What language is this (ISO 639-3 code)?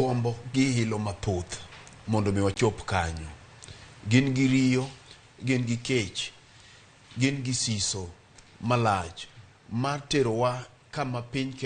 luo